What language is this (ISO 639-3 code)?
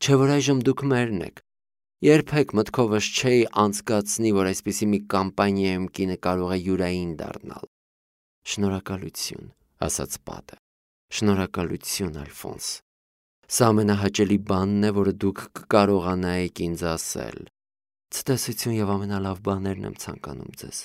hye